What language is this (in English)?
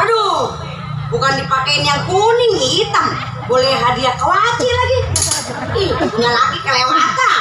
Betawi